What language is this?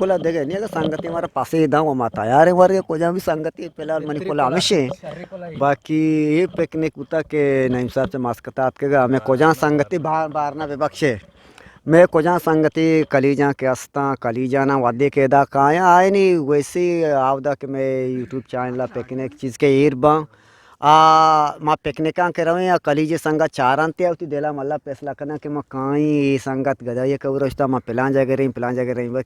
Eastern Balochi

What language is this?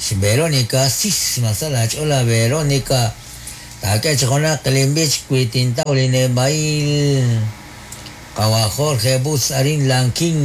Kekchí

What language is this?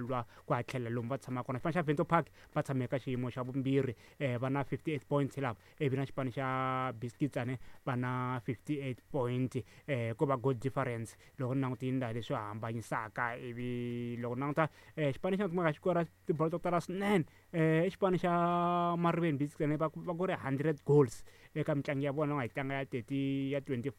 Tsonga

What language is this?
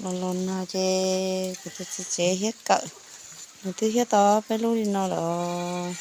Hmong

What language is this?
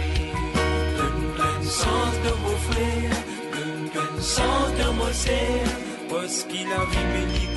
Morisyen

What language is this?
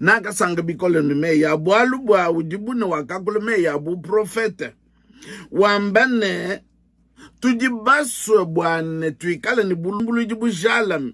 Luba-Lulua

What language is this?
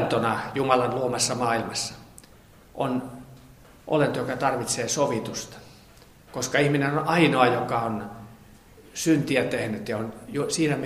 Finnish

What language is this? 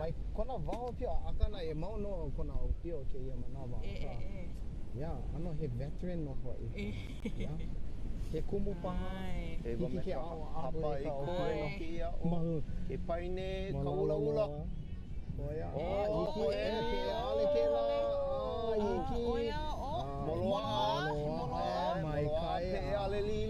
Hawaiian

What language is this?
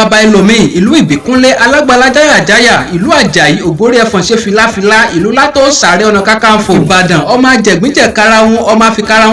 Yoruba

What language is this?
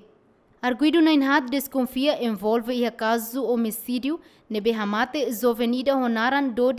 Tetum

